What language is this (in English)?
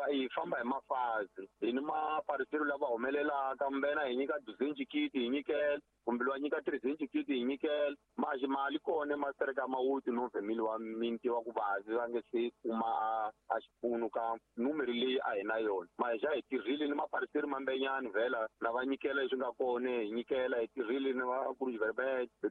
Tsonga